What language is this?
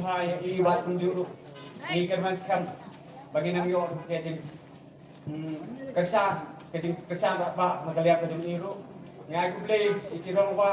Khasi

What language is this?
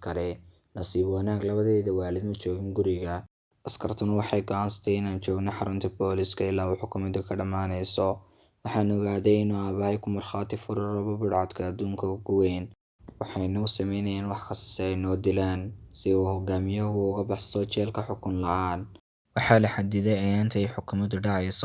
Somali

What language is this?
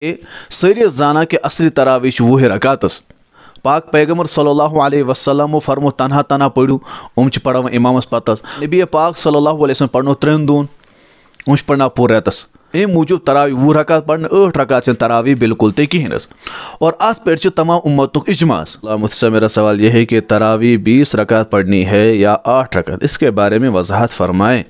Kashmiri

